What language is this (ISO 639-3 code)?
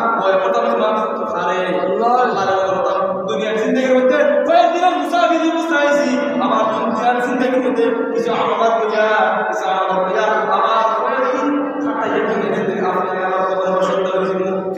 syl